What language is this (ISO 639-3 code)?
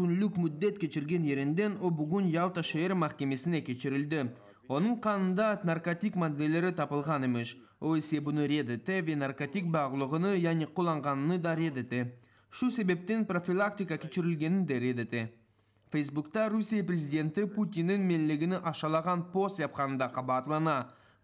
crh